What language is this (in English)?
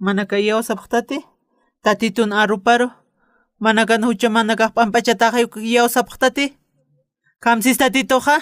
Aymara